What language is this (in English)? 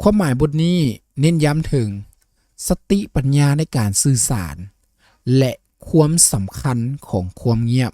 Lao